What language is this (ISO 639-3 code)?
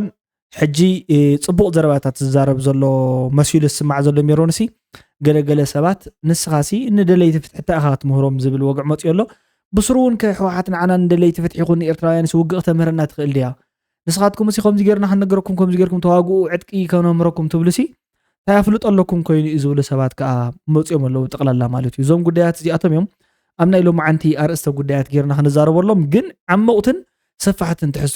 tir